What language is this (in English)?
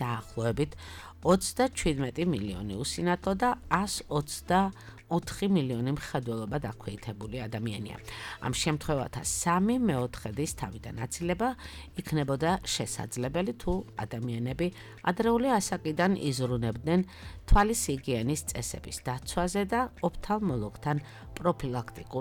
Georgian